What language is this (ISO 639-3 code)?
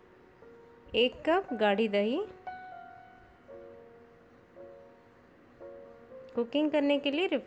hin